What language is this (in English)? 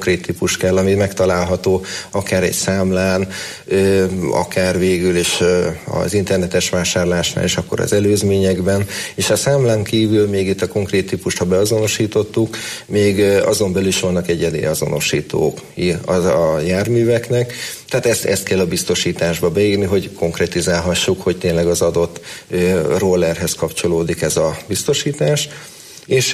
Hungarian